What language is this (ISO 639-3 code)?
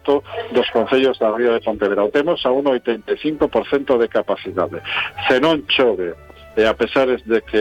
glg